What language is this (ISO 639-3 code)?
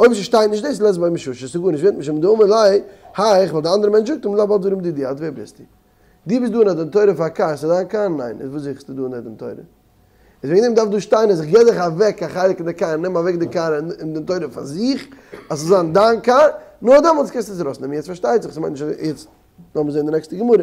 yid